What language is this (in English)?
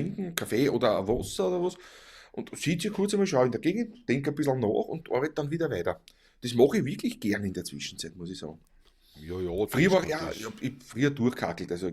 Bavarian